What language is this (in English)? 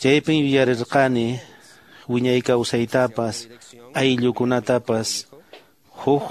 Quechua